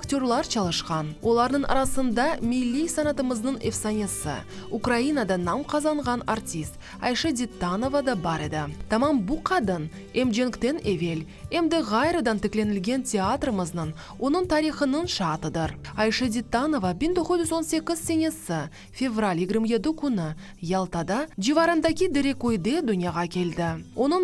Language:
Crimean Tatar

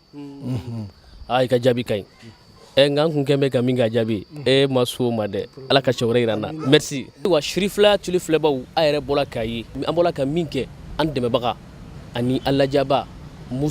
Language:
Bambara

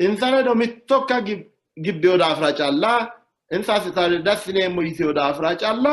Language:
Sidamo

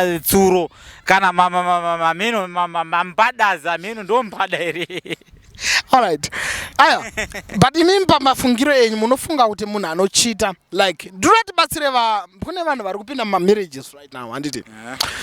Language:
Shona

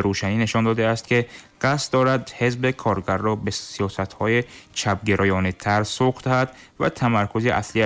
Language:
Tajik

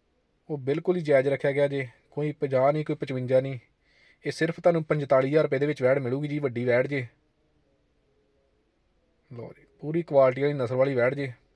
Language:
Punjabi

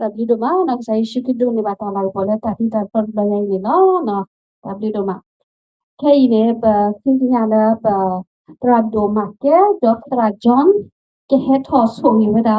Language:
S'gaw Karen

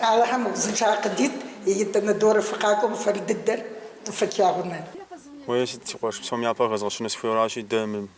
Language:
Kabardian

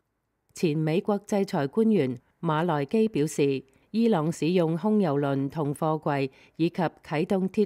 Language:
Cantonese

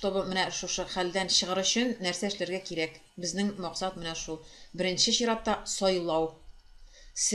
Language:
Tatar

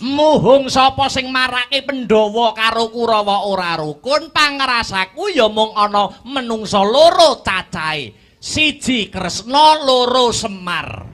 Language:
Javanese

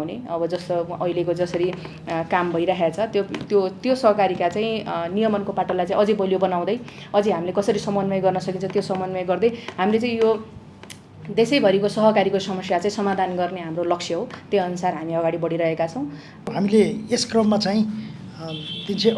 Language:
Nepali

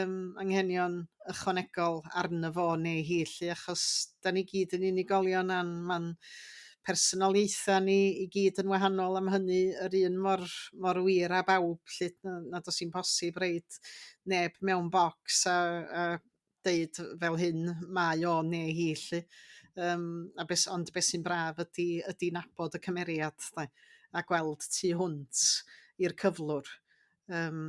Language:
Welsh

